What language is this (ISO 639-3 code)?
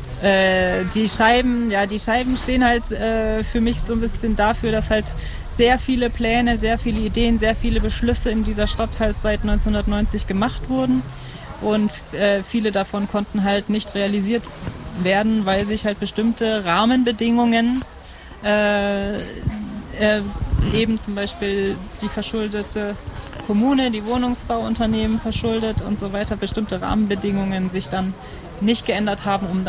deu